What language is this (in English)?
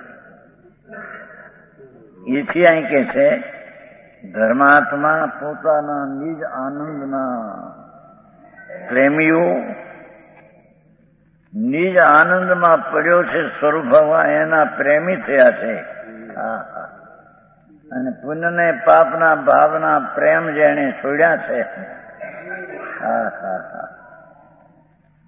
Gujarati